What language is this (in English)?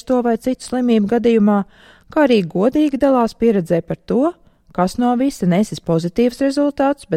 Latvian